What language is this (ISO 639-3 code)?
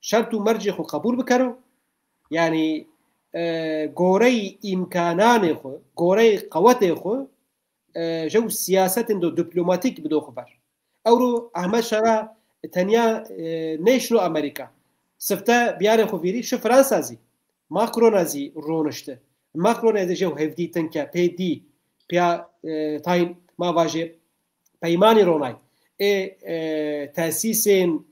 zza